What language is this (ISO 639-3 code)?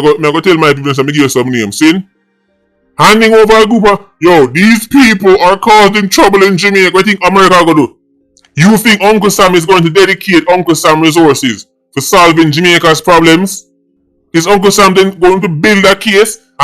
jam